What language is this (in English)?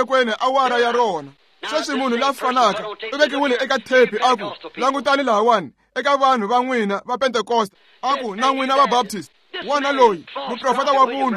Tsonga